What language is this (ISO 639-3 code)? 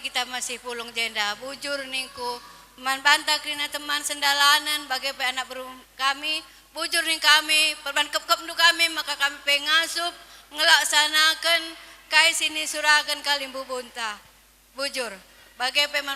btx